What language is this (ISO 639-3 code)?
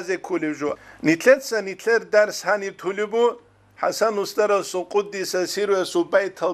ava